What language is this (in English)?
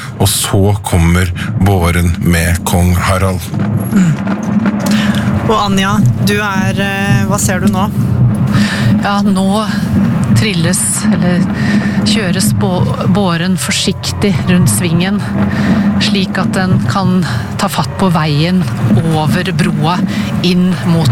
Norwegian